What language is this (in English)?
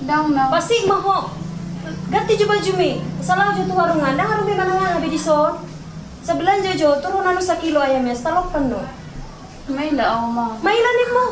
Batak Toba